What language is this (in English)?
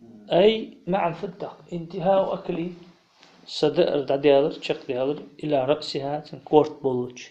Ingush